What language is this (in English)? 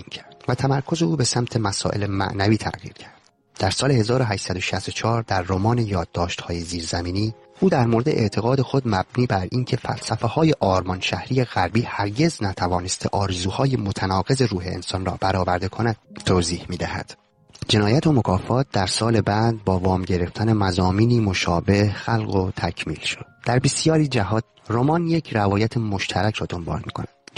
Persian